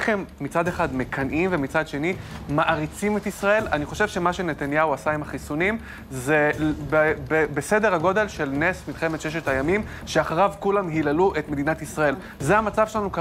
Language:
Hebrew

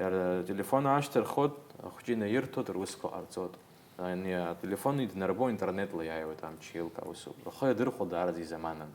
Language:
Abkhazian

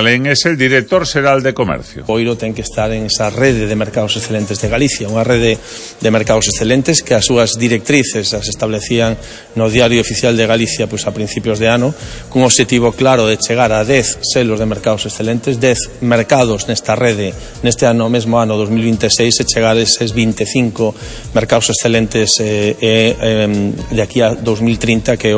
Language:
Galician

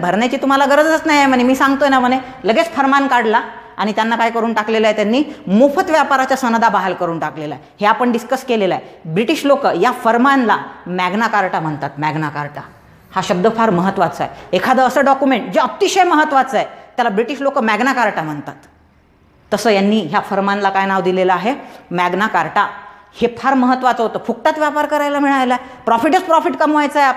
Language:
Marathi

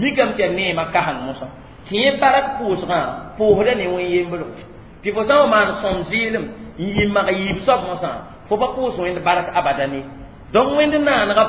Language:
Mossi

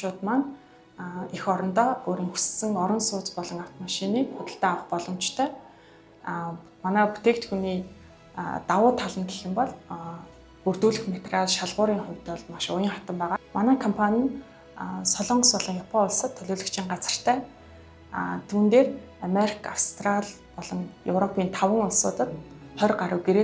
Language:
Mongolian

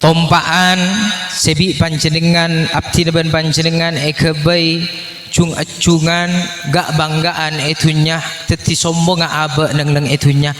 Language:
Madurese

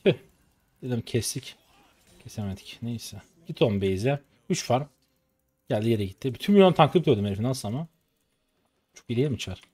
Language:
Turkish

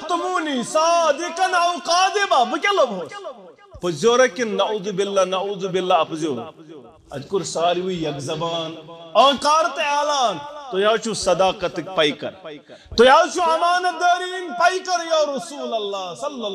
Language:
Kashmiri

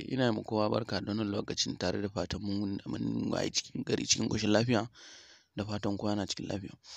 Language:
Hausa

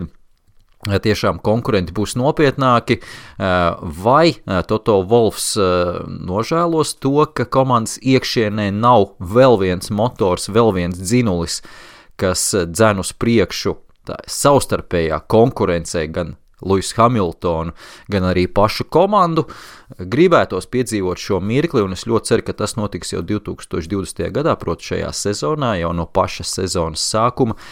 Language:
Latvian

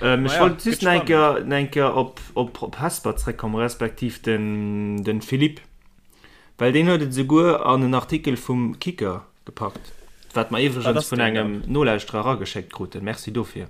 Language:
Luxembourgish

